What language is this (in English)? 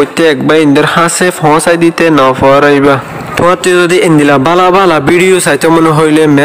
Rohingya